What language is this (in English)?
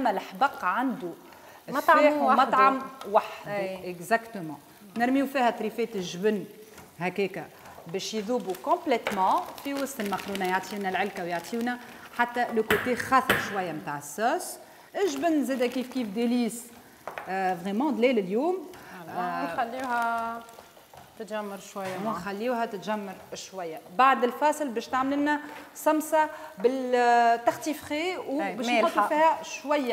Tunisian Arabic